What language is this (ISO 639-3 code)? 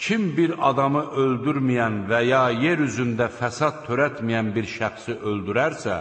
aze